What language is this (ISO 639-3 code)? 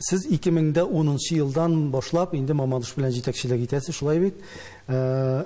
tat